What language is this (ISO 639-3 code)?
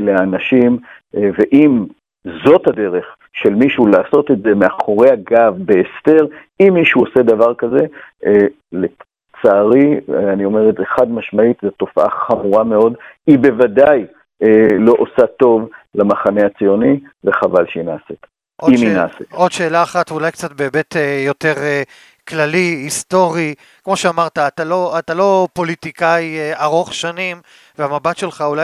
heb